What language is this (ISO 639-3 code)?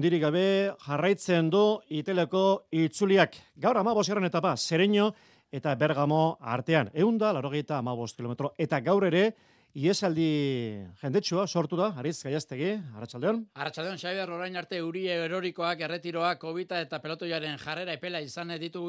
eus